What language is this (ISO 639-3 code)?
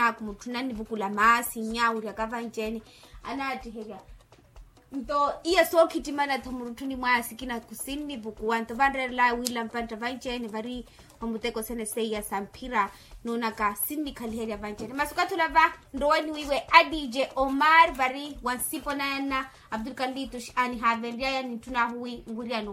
vmw